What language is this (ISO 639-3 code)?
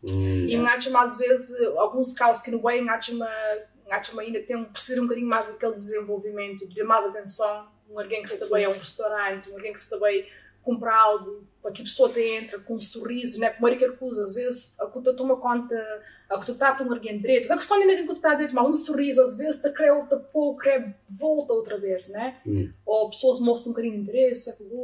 kea